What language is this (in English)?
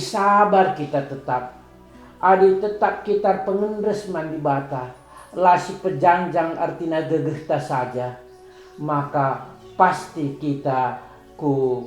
Batak Karo